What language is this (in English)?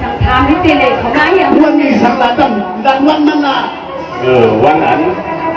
Shan